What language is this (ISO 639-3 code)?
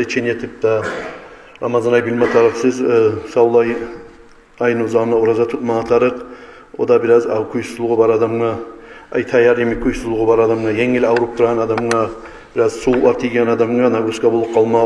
kum